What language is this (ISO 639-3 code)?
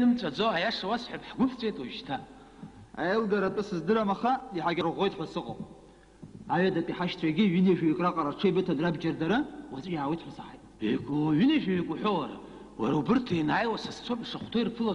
abk